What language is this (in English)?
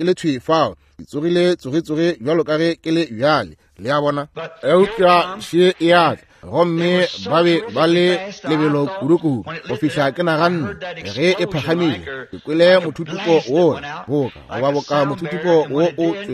Northern Sotho